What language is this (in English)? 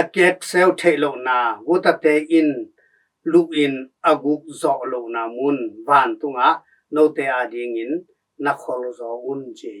Tedim Chin